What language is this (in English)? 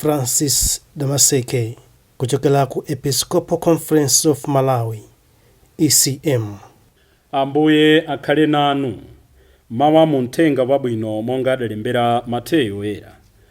Nyanja